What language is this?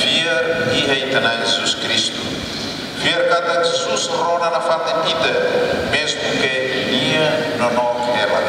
Tetum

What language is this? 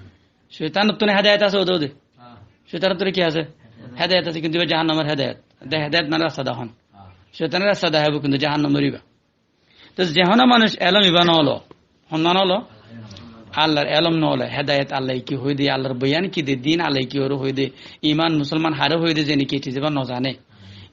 Rohingya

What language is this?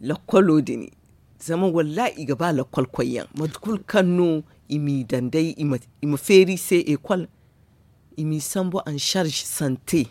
Zarma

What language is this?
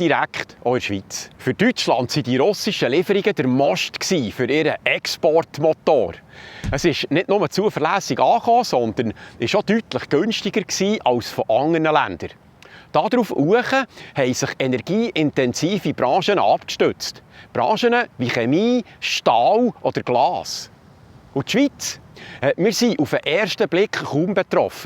Swiss German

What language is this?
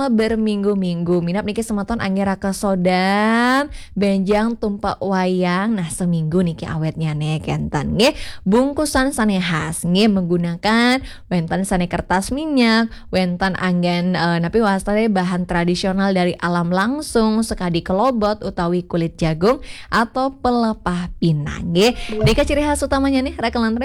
Balinese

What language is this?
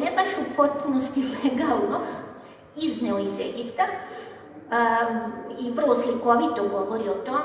Serbian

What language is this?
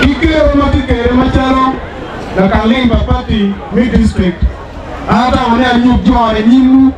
Acoli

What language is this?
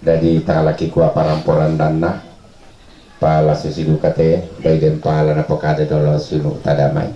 Toraja-Sa'dan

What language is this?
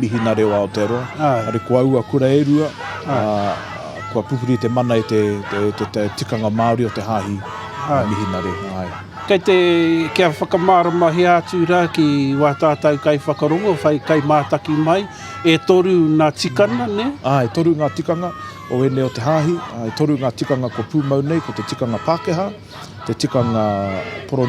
Māori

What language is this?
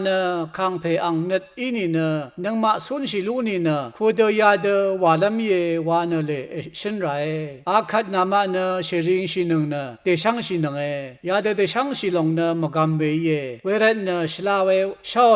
Rawang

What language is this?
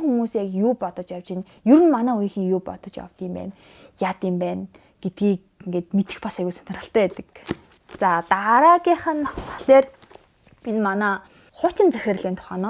Mongolian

